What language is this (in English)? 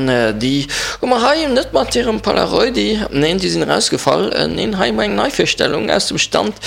Luxembourgish